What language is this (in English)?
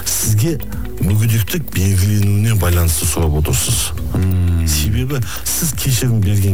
Kazakh